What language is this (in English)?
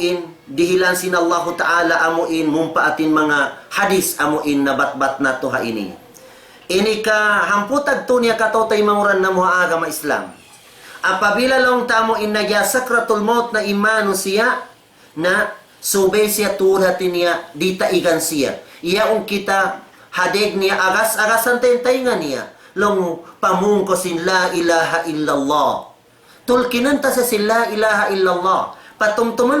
Tausug